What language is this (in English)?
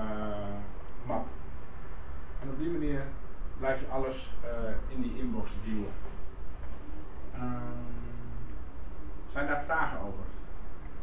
Dutch